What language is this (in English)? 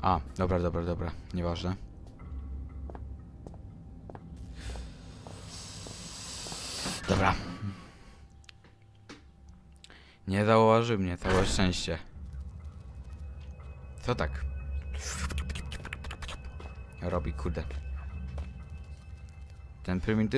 Polish